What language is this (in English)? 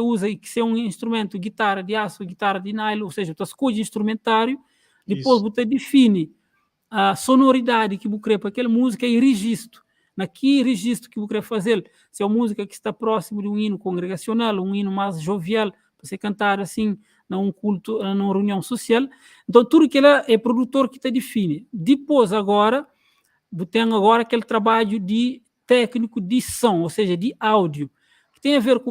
Kabuverdianu